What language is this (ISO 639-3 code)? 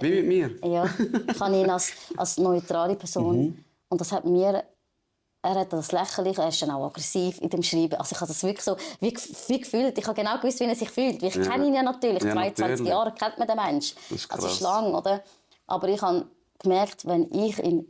gsw